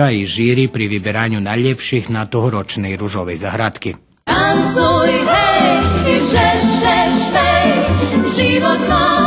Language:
Rusyn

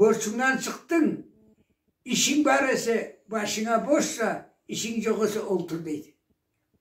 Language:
Karachay-Balkar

